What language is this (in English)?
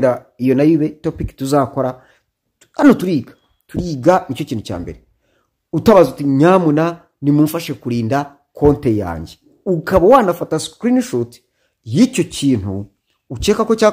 Kinyarwanda